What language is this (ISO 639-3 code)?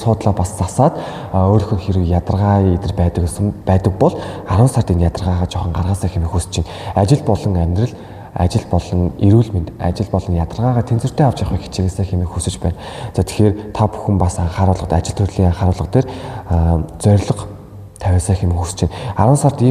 mon